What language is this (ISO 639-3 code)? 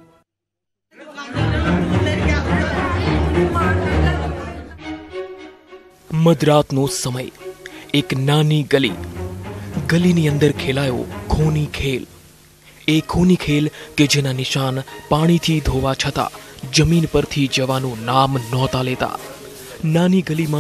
guj